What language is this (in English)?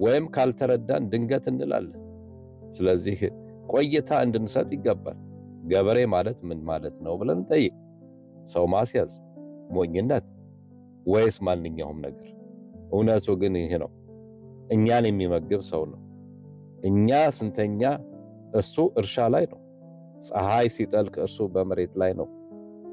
Amharic